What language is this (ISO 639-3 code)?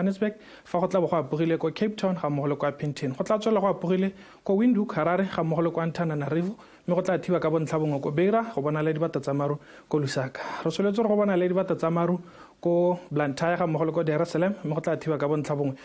tsn